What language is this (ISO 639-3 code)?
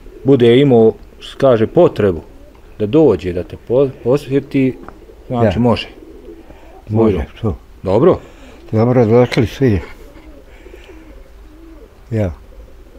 bos